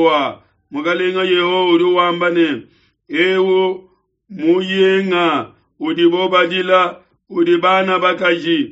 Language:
Luba-Lulua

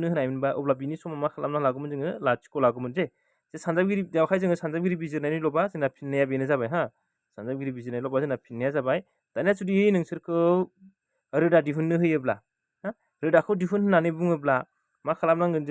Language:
Bodo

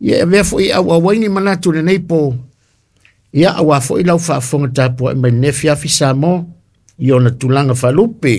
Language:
Samoan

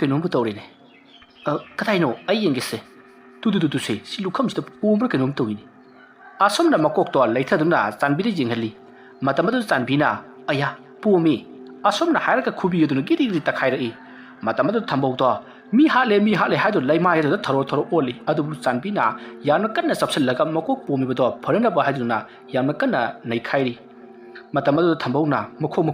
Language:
Manipuri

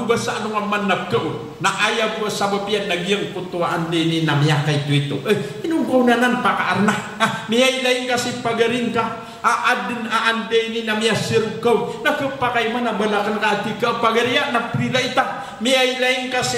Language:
Maranao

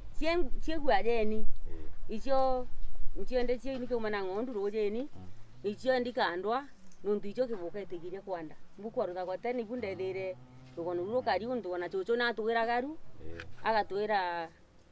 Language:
Meru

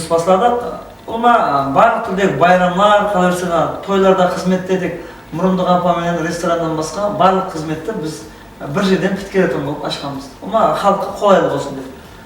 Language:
Kara-Kalpak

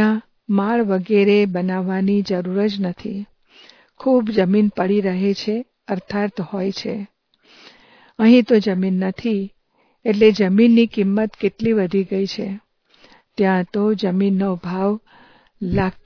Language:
Gujarati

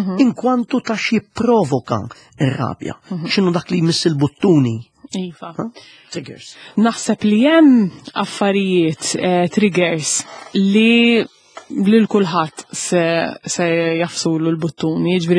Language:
Maltese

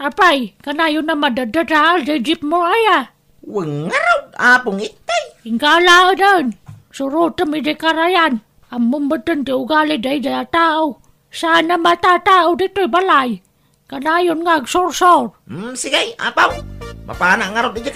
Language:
Iloko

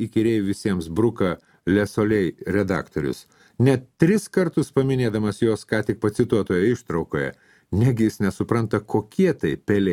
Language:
Lithuanian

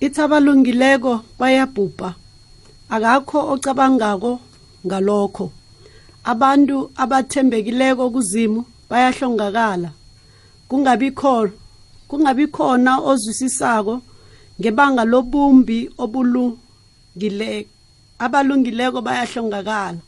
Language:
South Ndebele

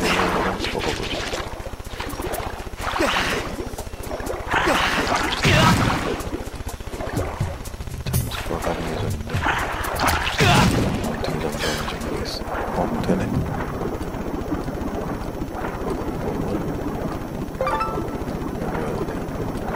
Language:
Korean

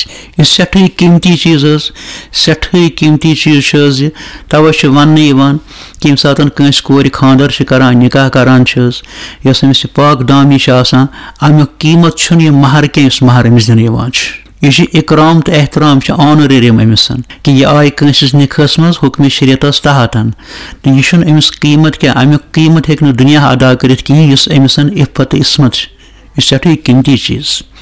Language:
Kashmiri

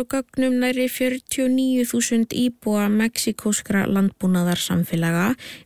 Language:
Icelandic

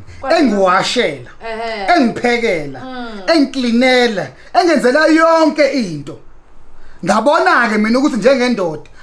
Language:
Zulu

